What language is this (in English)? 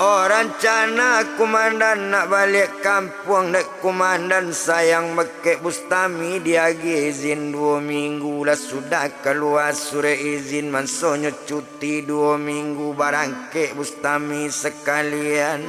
Minangkabau